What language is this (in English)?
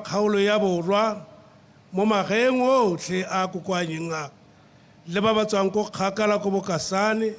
Tswana